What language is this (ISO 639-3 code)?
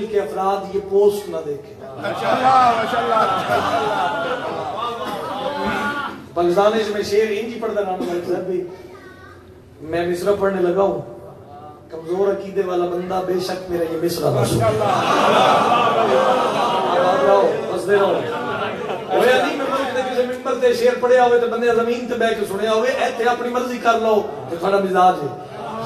urd